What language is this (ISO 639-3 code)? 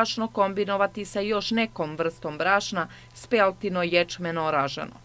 srp